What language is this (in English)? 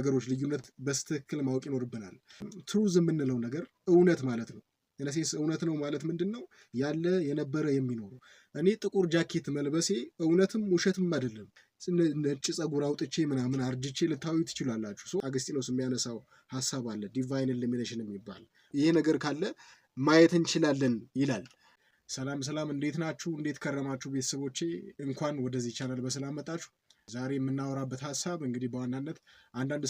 Amharic